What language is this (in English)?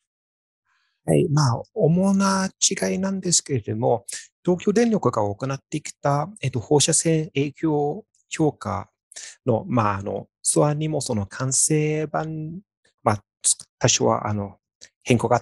Japanese